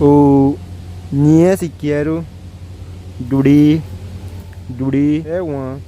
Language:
Bribri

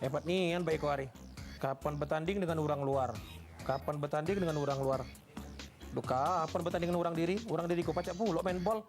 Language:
Musi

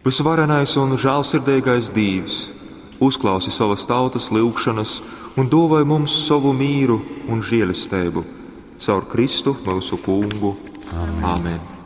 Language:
Latgalian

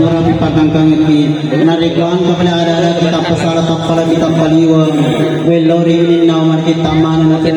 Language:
Buginese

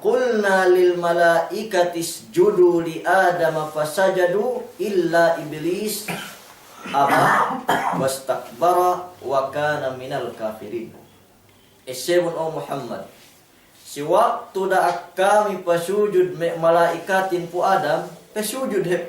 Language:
Yakan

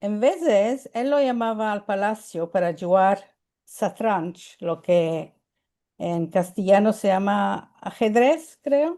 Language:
Ladino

